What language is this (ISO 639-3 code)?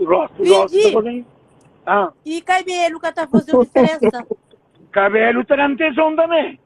kea